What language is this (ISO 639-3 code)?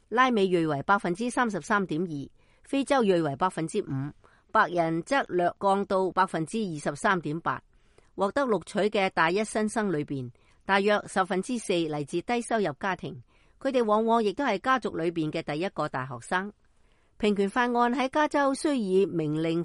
yue